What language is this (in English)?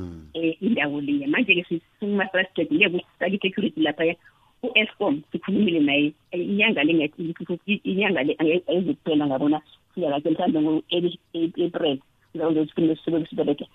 South Ndebele